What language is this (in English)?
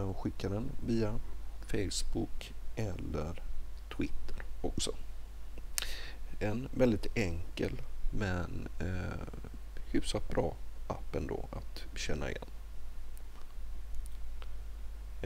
Swedish